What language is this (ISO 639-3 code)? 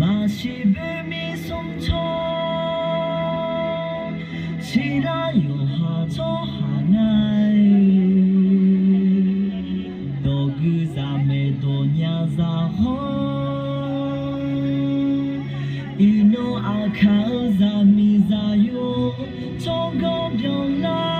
ahk